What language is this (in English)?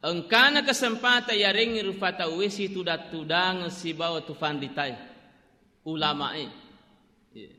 Buginese